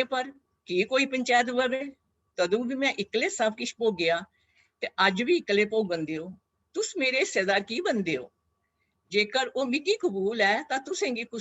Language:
Dogri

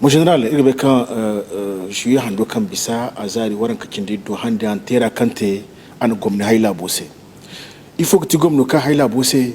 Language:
Zarma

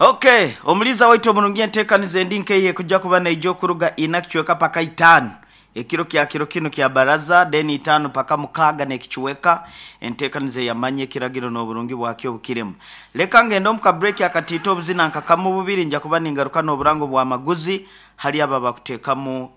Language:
Nyankole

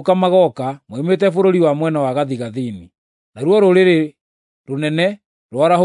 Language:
Kikuyu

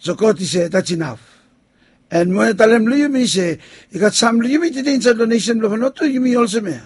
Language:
Bislama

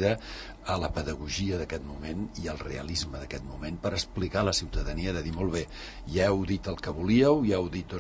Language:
Catalan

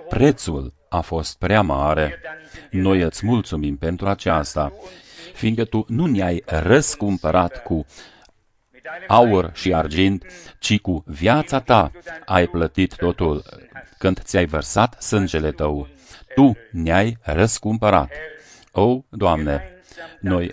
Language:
Romanian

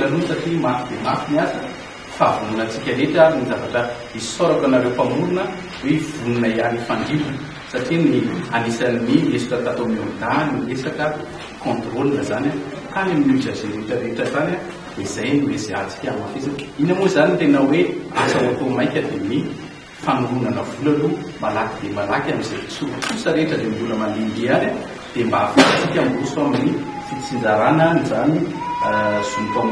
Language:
Malagasy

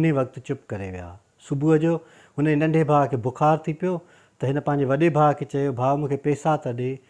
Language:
Sindhi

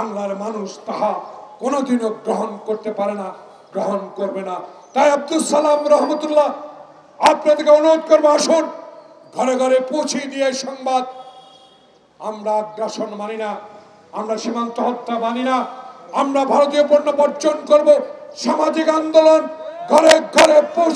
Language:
Bangla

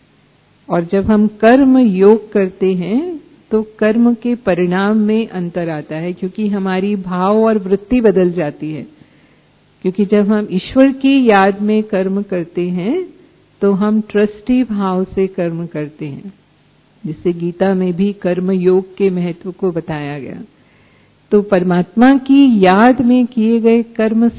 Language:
Hindi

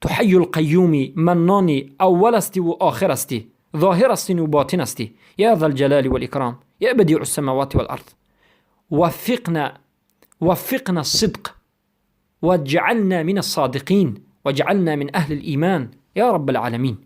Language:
Persian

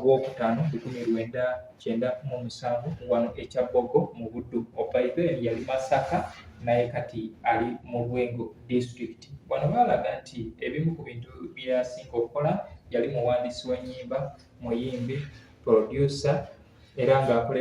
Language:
Ganda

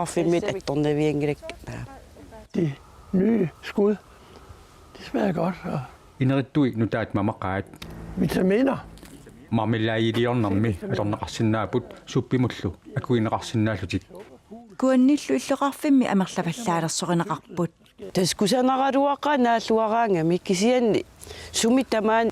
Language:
Kalaallisut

